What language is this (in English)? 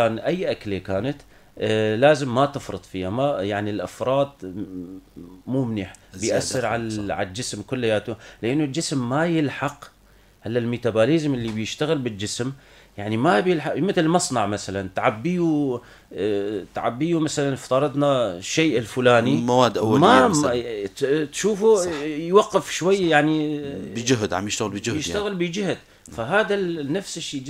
North Levantine Arabic